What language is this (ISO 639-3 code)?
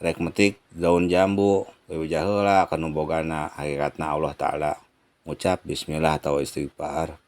sun